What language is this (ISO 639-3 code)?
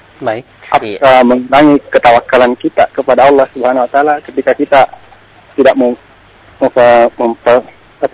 ind